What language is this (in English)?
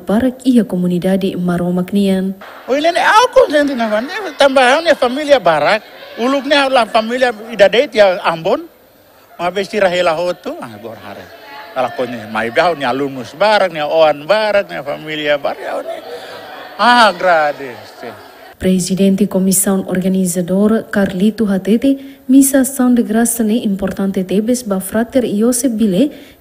Tetum